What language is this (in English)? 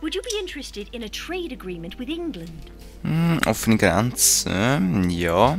Swiss German